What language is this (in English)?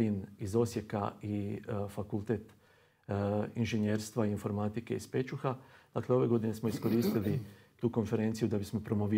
Croatian